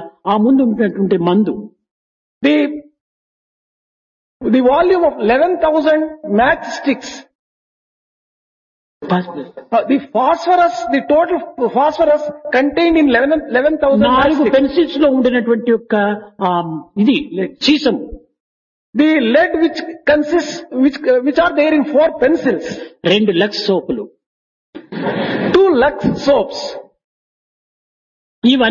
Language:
Telugu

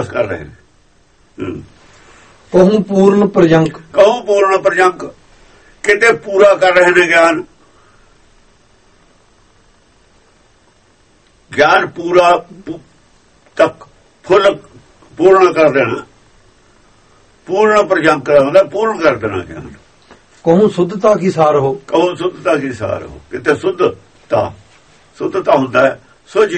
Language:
Punjabi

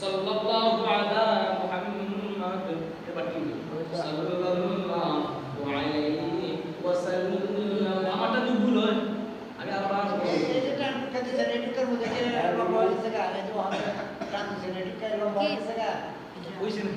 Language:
Sylheti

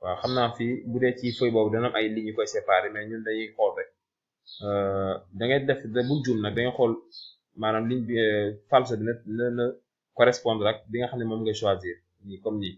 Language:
Wolof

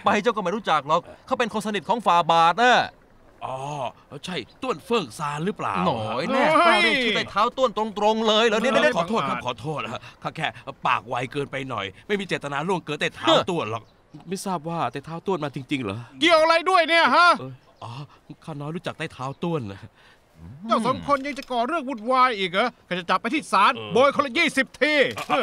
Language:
Thai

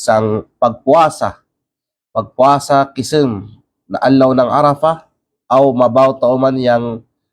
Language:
Kalagan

